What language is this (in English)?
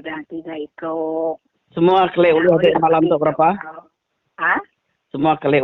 Iban